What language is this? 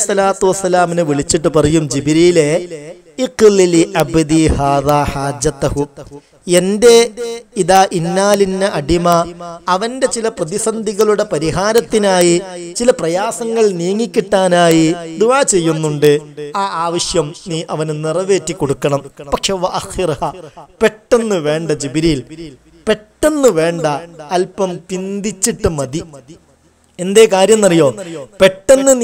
Malayalam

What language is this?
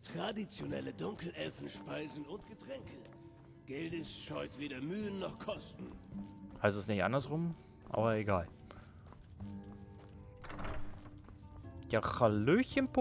German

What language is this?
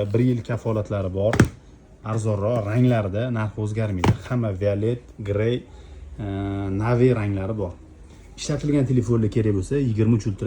Uzbek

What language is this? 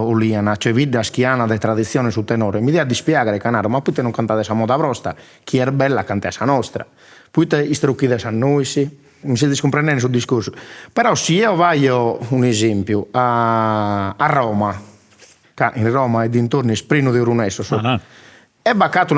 Sardinian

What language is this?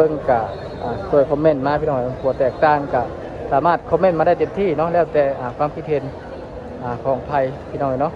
Lao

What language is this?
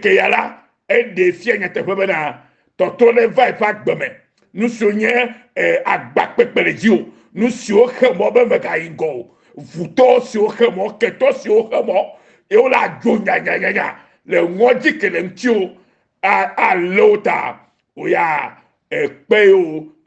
Ewe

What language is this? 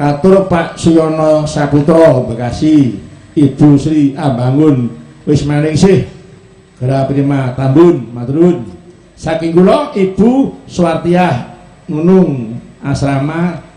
Javanese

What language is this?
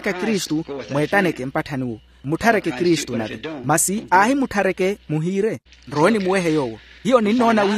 Makhuwa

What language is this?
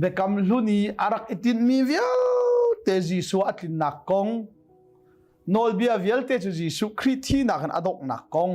Hakha Chin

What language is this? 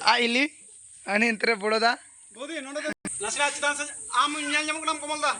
Santali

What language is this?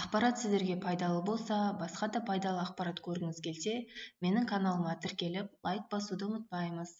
Kazakh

